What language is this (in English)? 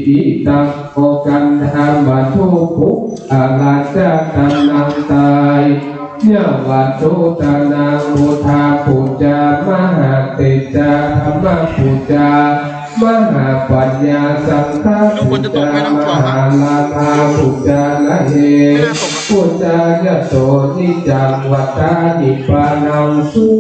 Pali